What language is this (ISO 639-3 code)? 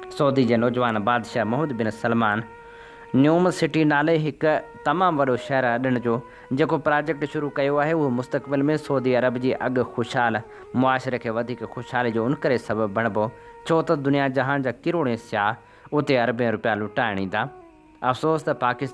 snd